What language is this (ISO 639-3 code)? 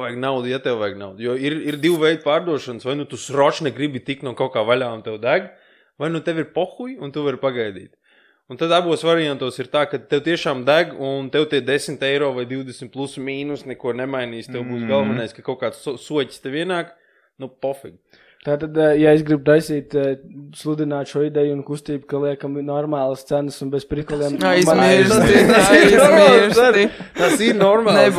lav